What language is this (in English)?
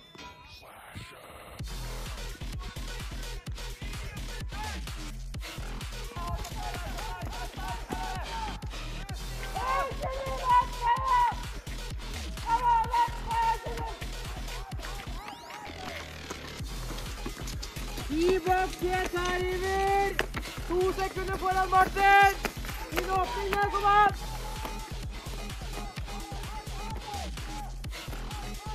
Norwegian